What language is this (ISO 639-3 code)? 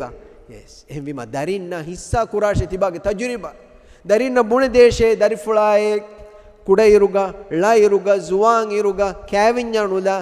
div